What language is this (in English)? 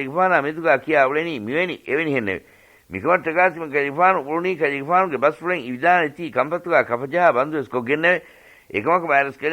Divehi